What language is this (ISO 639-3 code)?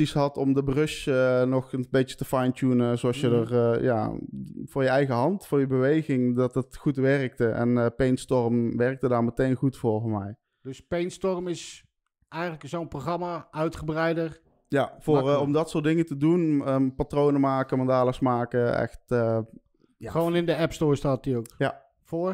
nld